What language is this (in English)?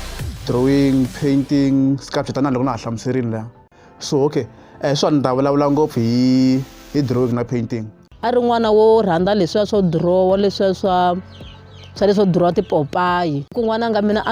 Tsonga